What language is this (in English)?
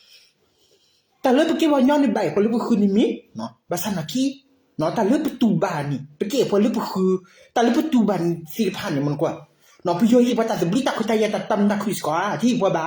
S'gaw Karen